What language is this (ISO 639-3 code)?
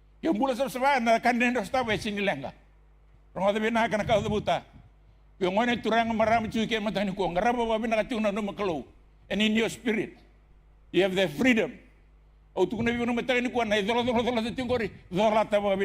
fij